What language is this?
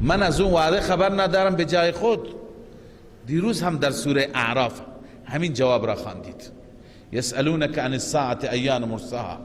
Persian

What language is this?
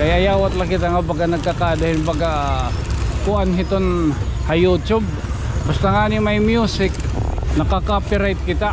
Waray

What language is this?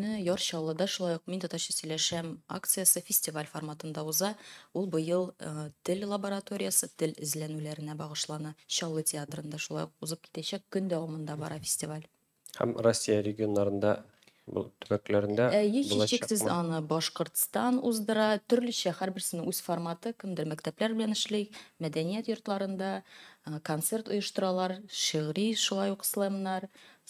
Tatar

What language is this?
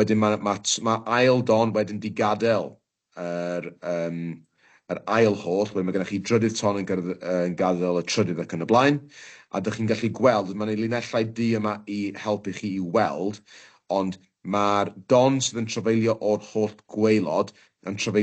Welsh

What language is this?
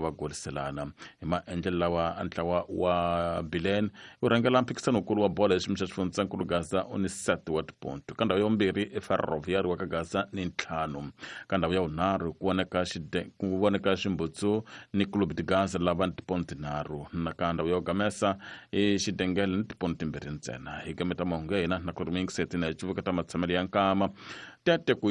Tsonga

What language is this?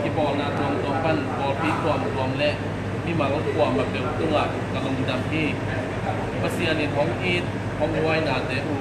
Tedim Chin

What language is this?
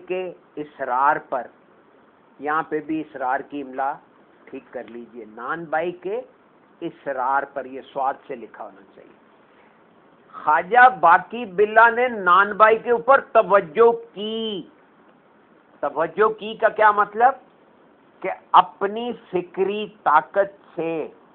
Urdu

